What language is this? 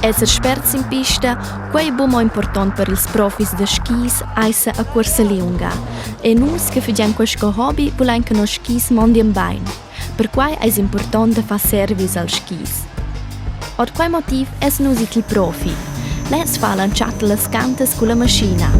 Romansh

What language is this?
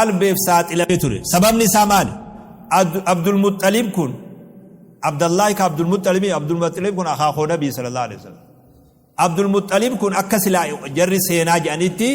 Oromo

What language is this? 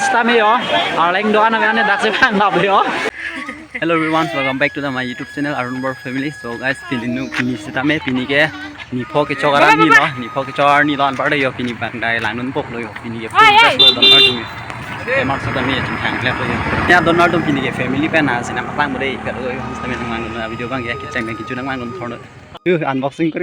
Karbi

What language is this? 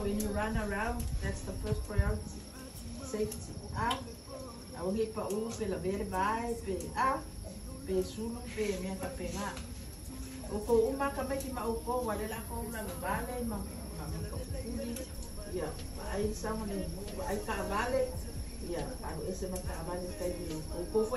Samoan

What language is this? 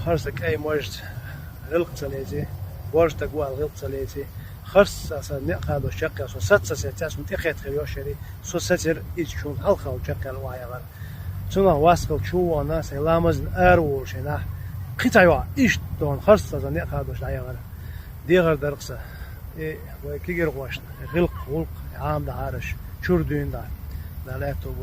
Chechen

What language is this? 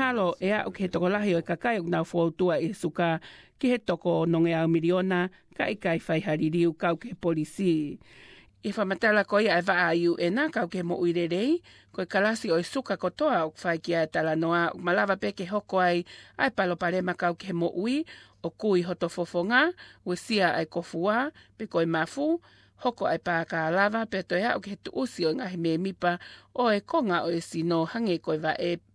Tongan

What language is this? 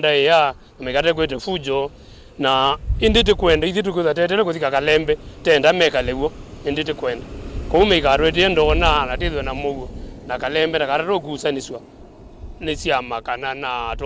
Kamba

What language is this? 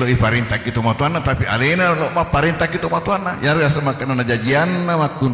Buginese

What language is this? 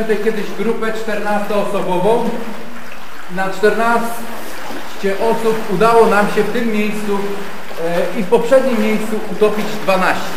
Polish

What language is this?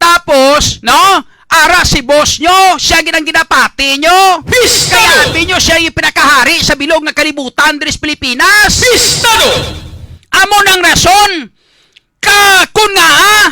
Hiligaynon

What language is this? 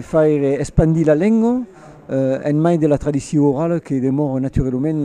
Occitan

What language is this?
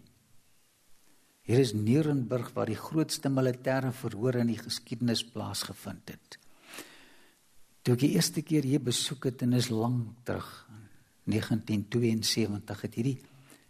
Afrikaans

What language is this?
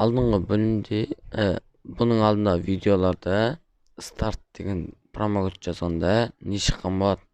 Kazakh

